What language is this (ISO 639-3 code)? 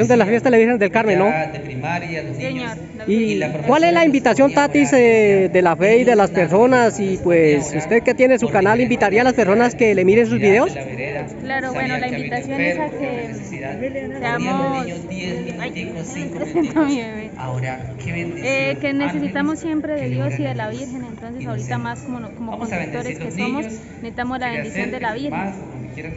spa